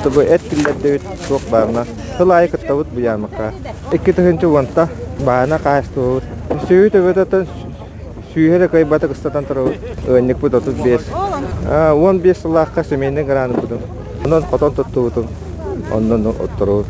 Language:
Yakut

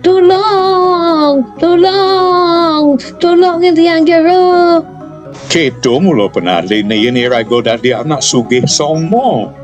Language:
Balinese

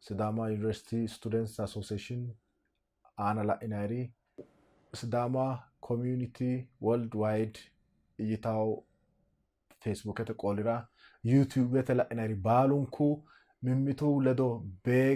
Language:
Sidamo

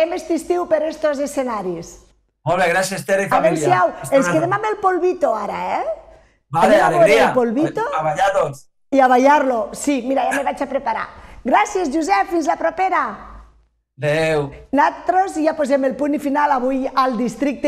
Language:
Catalan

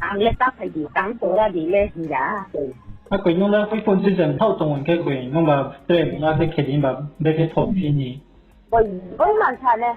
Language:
Riang (India)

